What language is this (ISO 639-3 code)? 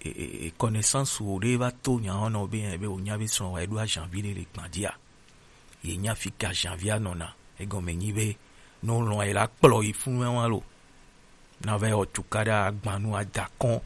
gej